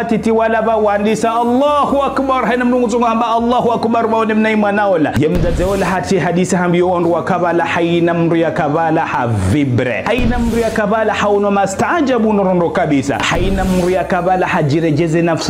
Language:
Ngazidja Comorian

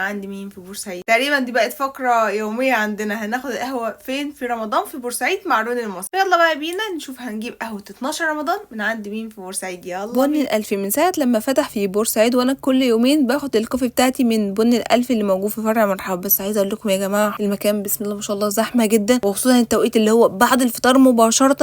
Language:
Egyptian Arabic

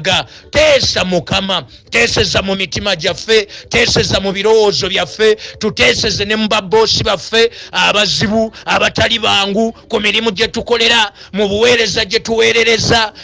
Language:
Ganda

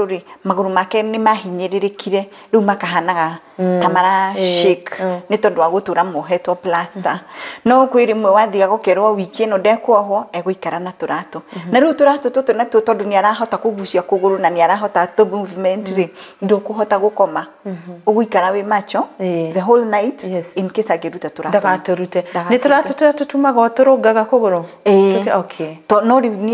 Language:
Kikuyu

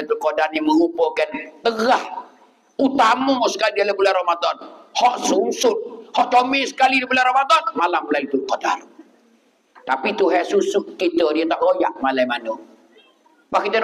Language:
Pattani Malay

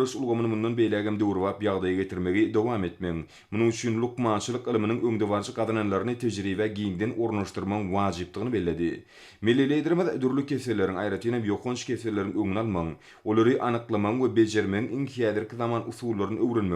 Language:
Turkmen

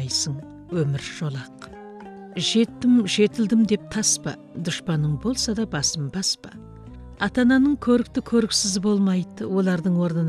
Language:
Kazakh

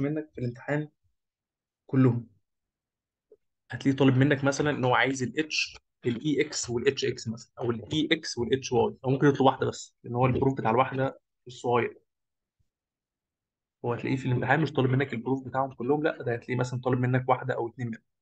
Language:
Egyptian Arabic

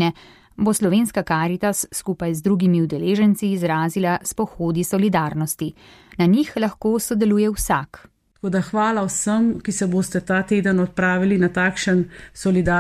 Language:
Slovenian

